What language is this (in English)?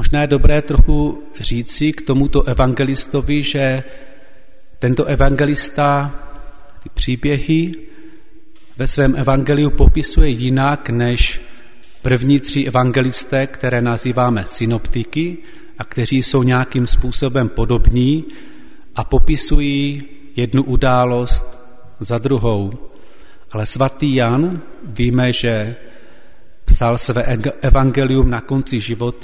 Czech